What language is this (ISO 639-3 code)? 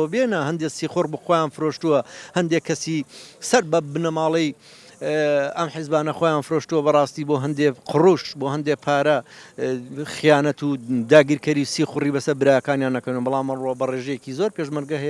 ckb